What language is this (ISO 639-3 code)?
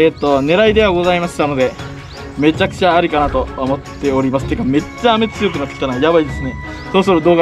jpn